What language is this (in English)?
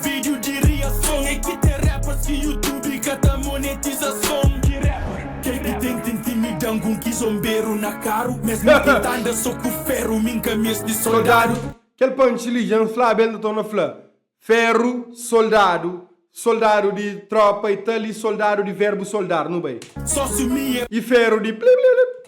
Kabuverdianu